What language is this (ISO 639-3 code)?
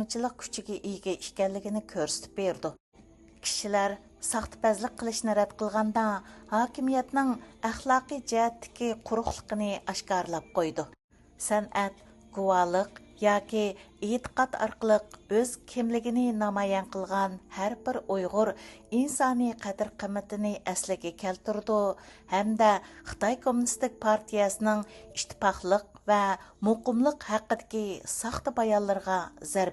uig